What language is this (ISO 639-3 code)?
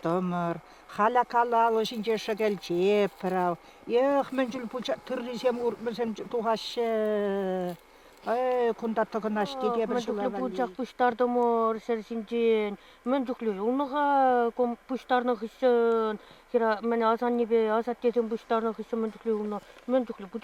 chv